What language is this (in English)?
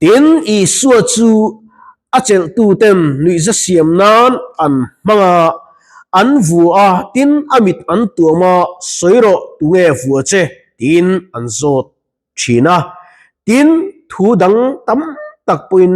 Mizo